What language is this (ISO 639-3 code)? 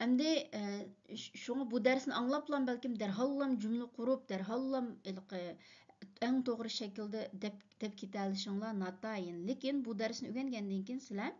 uig